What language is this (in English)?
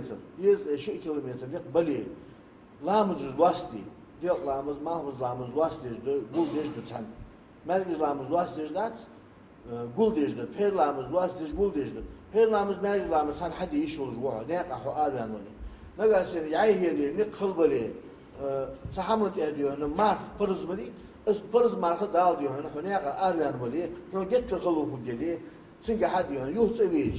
Ingush